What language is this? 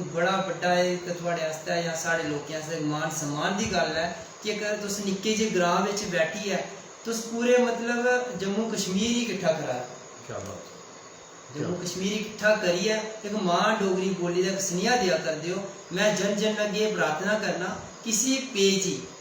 Dogri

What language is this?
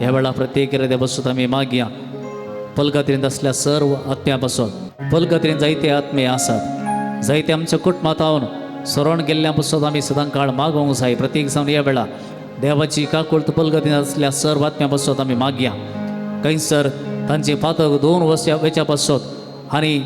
Konkani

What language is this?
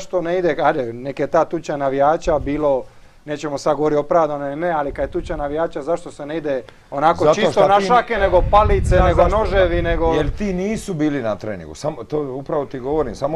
Croatian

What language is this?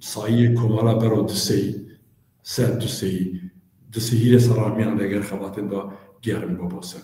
Zaza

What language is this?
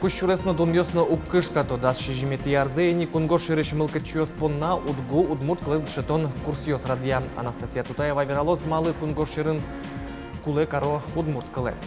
Udmurt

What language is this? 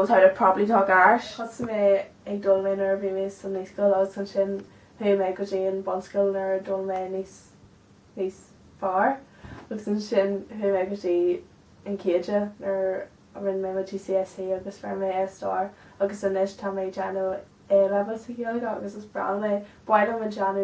Irish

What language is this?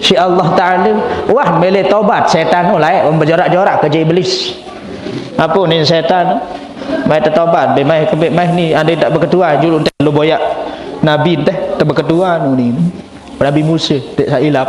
Sasak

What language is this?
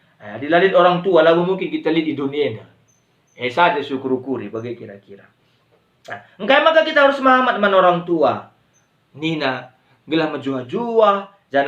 Batak Karo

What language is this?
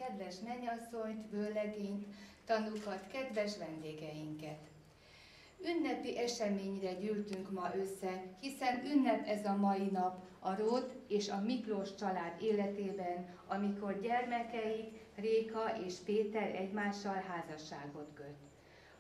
Hungarian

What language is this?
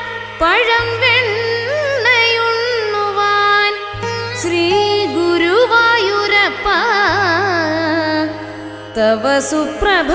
Malayalam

